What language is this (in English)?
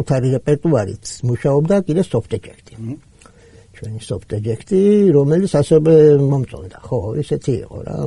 Georgian